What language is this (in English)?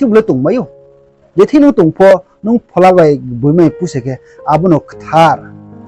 Riang (India)